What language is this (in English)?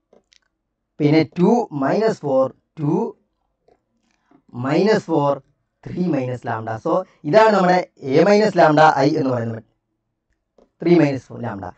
Malayalam